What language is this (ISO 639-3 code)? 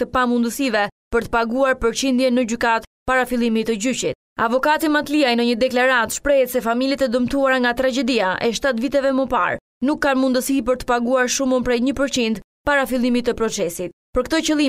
sqi